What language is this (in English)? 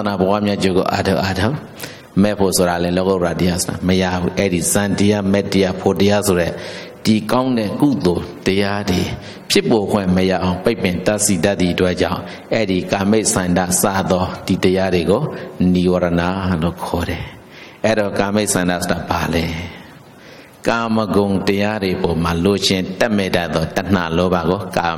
Burmese